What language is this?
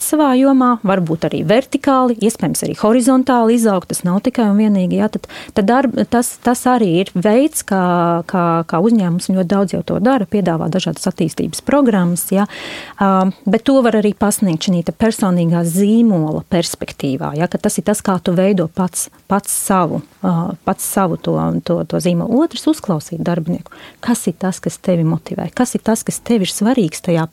Latvian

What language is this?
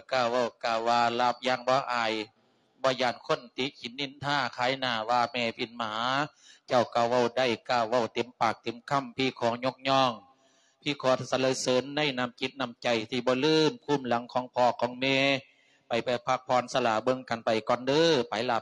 Lao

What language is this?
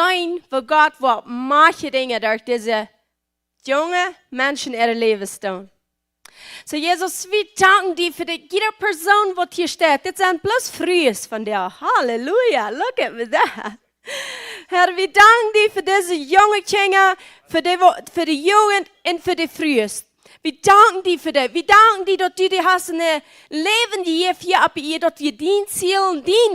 Plautdietsch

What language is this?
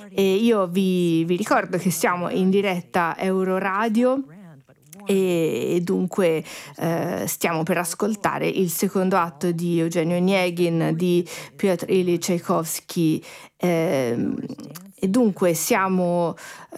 Italian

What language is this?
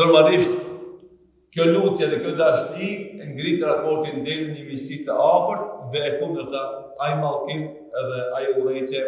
Albanian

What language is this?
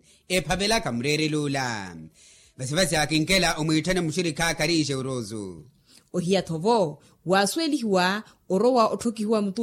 Makhuwa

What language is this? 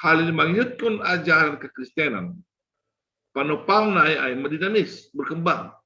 Batak Simalungun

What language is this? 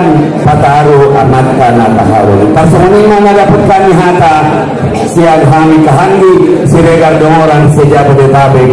Batak Angkola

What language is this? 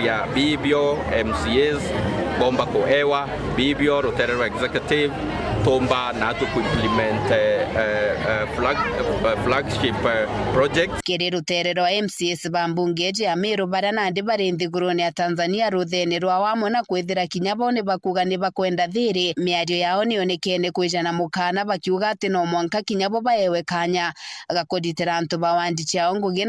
Meru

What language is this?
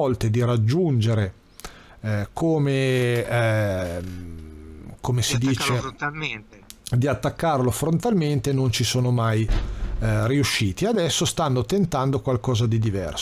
Italian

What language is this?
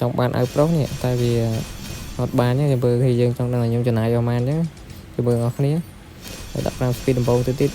Khmer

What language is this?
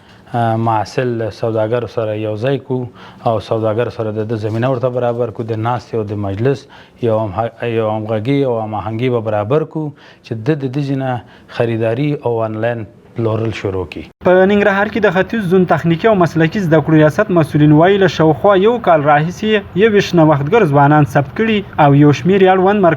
Pashto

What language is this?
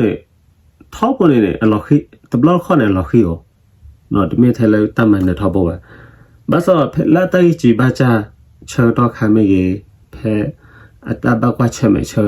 S'gaw Karen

